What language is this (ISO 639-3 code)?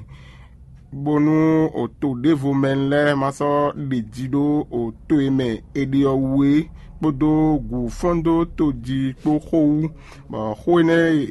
fon